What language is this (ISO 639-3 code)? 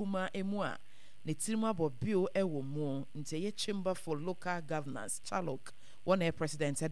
aka